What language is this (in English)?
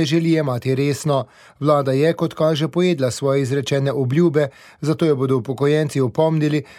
Slovenian